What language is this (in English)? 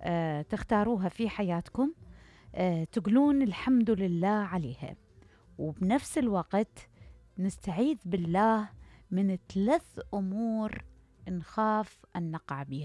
Mesopotamian Arabic